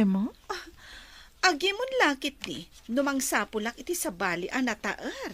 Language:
Iloko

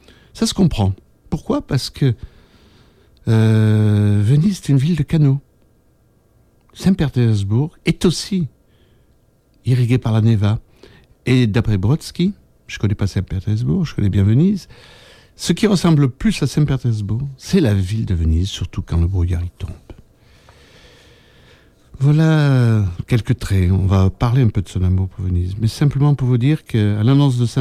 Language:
French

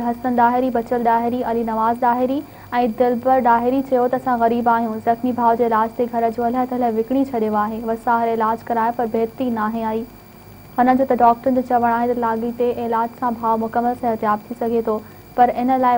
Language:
Sindhi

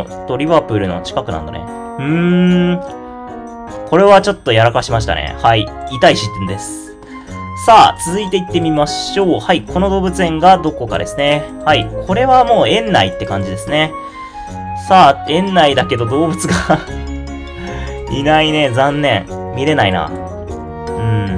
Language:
Japanese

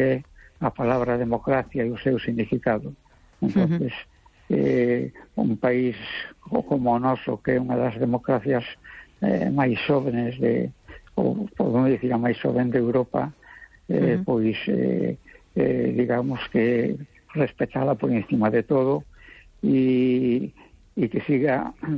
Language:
Galician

